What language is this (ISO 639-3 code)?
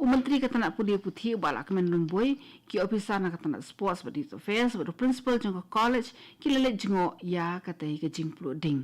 kha